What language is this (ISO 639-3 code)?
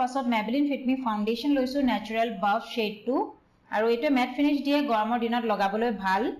asm